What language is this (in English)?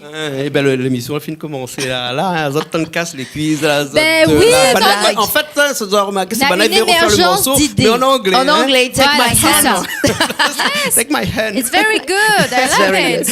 Réunion Creole French